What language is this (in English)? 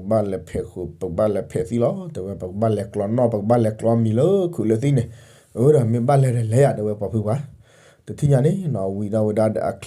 S'gaw Karen